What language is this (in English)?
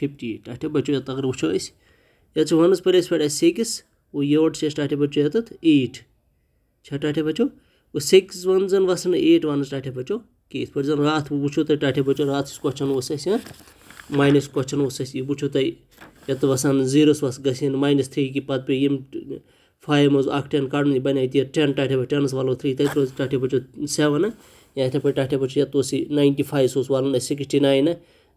Kashmiri